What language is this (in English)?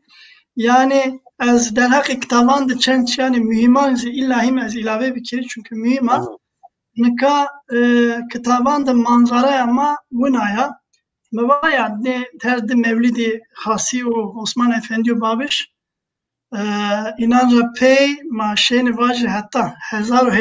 Zaza